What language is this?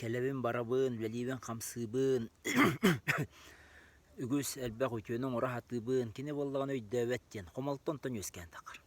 Yakut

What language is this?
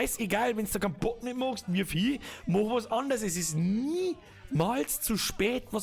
Bavarian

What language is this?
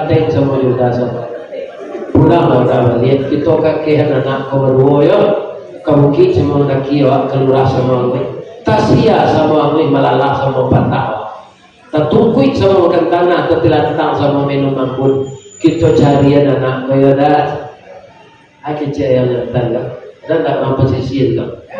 Minangkabau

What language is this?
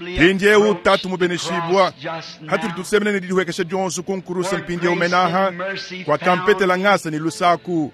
Luba-Lulua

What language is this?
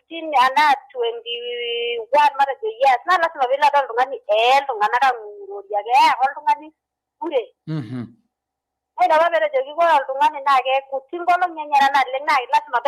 Masai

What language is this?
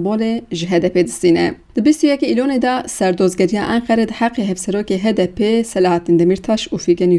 Kurdish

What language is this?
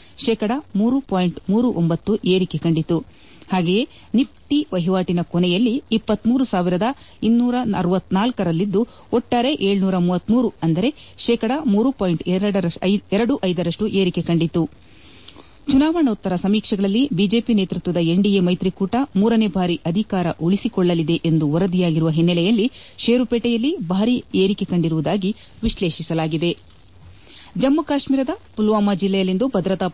Kannada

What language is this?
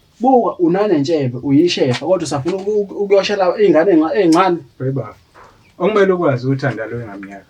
Zulu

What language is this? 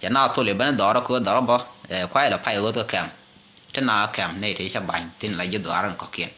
Nuer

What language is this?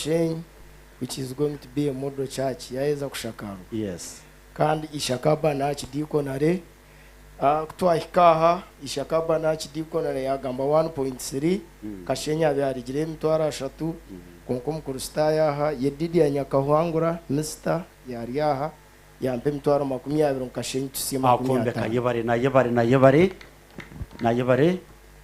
Nyankole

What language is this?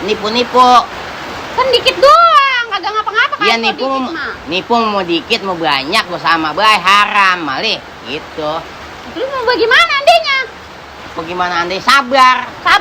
Betawi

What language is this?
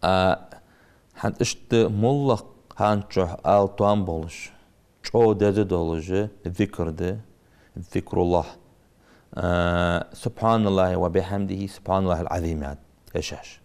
Ingush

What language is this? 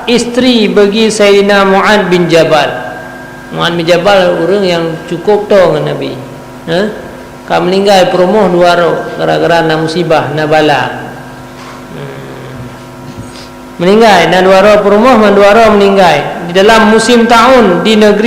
Achinese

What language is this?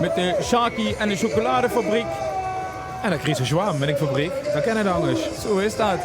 Limburgish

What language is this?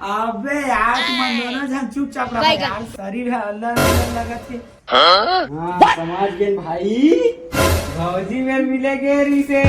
Chhattisgarhi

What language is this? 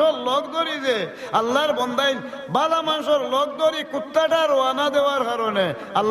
Sylheti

